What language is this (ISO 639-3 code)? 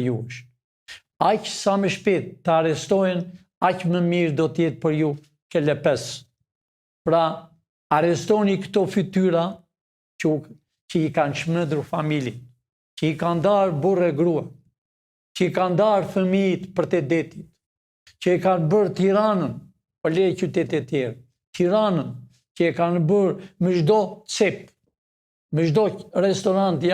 sqi